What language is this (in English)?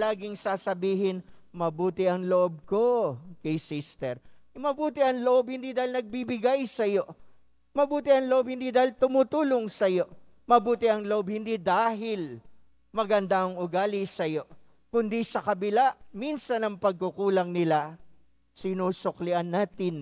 Filipino